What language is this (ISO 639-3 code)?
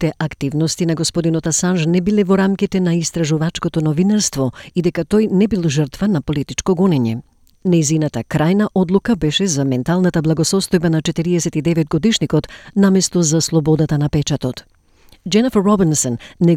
mkd